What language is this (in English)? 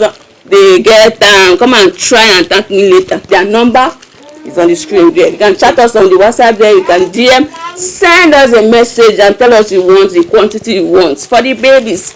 Igbo